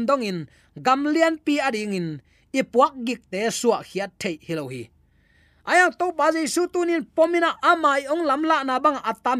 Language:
Tedim Chin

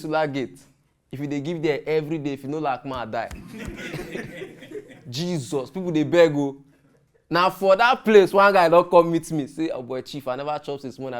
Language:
Nigerian Pidgin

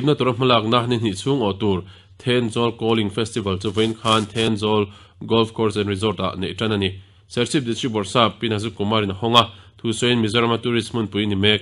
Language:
Mizo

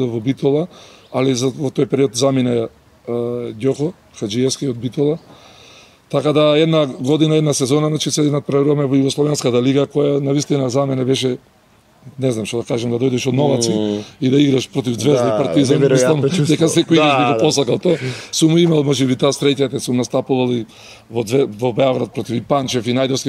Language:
Macedonian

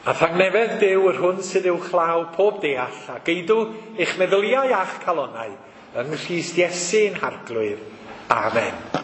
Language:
Welsh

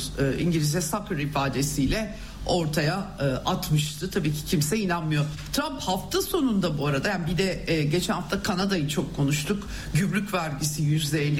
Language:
Turkish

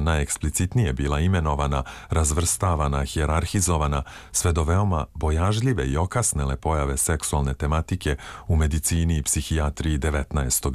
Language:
Serbian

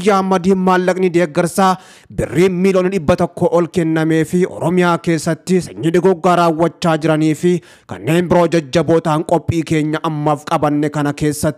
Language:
Oromo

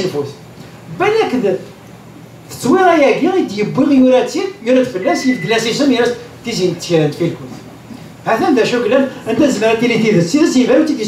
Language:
Kabyle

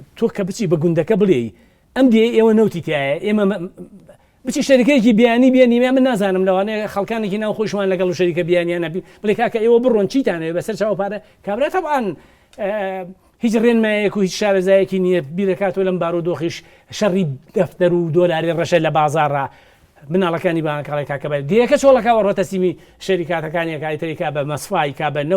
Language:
Central Kurdish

